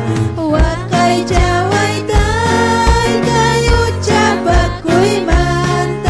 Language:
Ayacucho Quechua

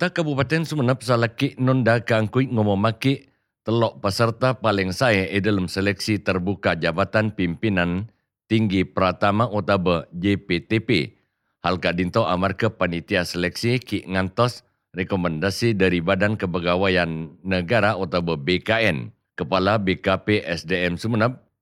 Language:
Madurese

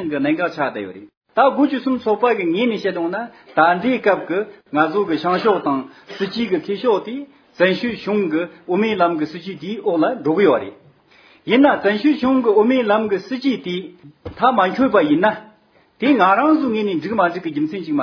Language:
Tibetan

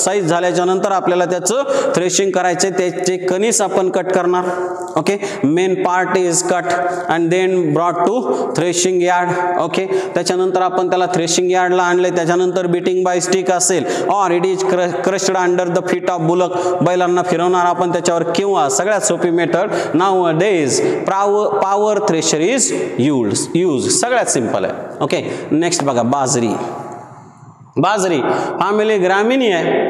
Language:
Marathi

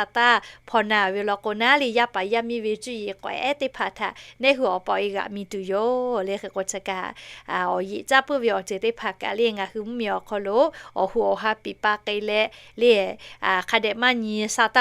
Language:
Lahu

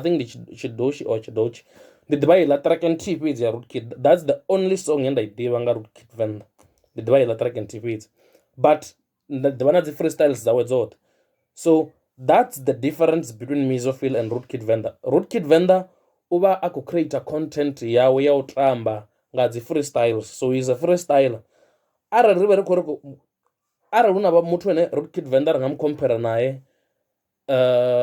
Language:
Venda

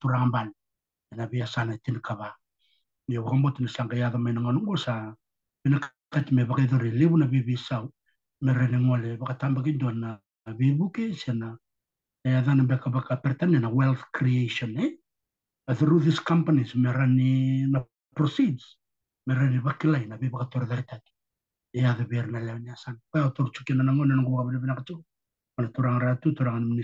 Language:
Fijian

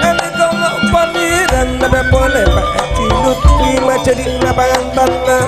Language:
Madurese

